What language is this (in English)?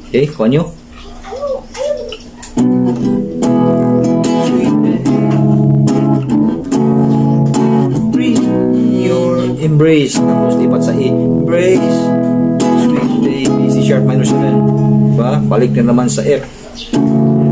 Filipino